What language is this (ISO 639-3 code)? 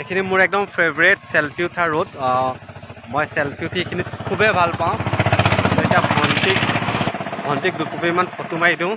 asm